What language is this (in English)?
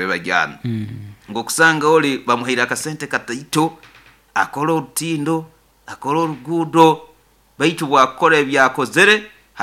Nyoro